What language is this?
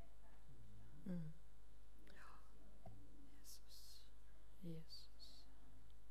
Swedish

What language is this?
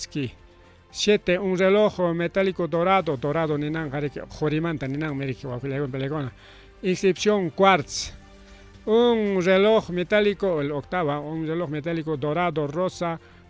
Ayacucho Quechua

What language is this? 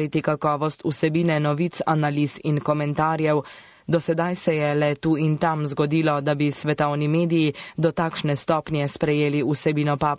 Slovenian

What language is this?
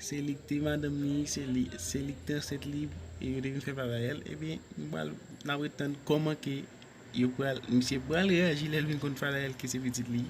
Haitian Creole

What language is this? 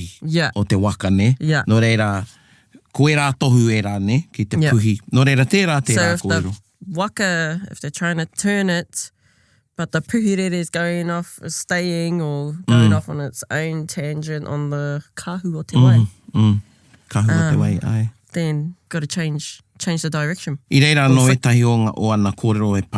Māori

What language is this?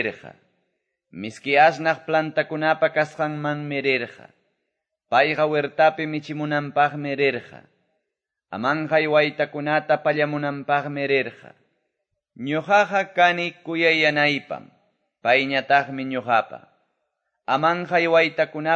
Quechua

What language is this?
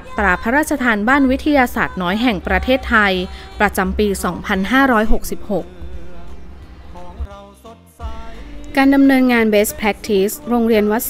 Thai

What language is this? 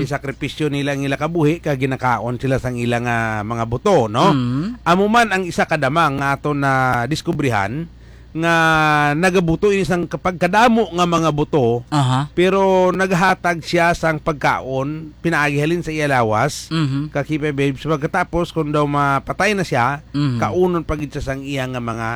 Hiligaynon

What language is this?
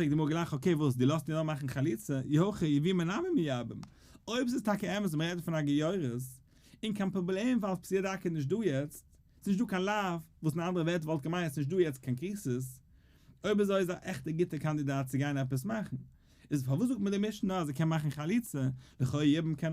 Yiddish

